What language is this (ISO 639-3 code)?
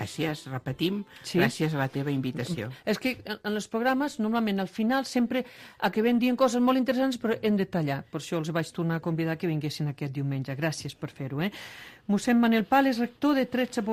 cat